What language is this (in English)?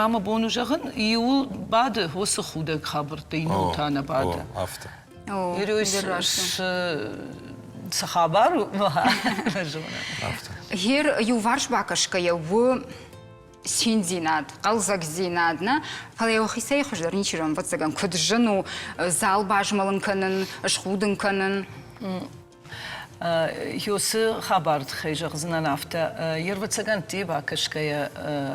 Ossetic